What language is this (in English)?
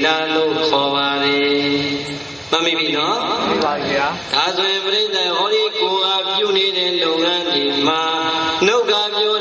Burmese